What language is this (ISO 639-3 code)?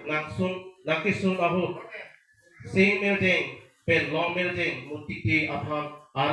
mjw